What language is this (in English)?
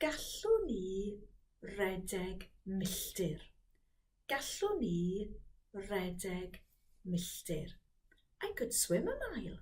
Welsh